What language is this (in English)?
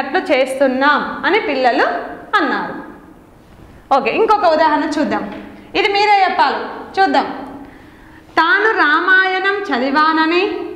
Telugu